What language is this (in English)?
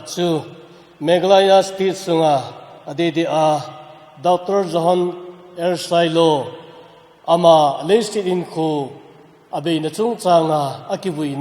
Thado Chin